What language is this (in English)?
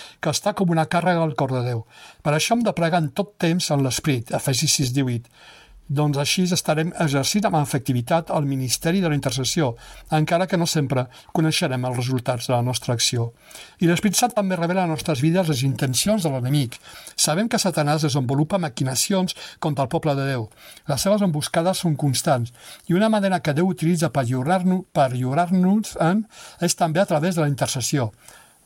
Catalan